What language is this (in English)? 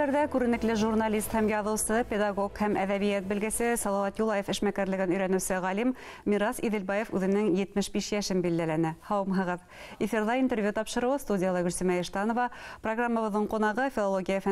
Bashkir